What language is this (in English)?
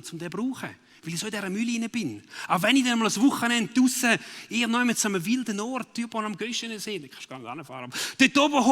Swiss German